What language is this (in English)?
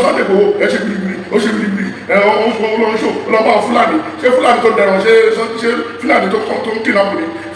Yoruba